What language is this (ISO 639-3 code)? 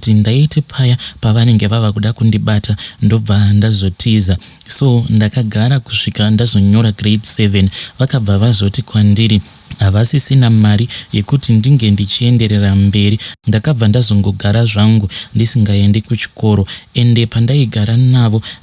sna